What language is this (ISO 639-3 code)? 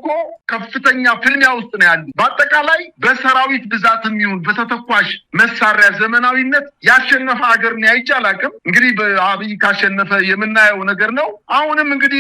amh